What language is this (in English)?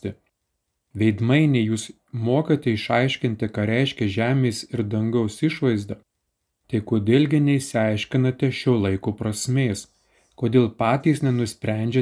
Lithuanian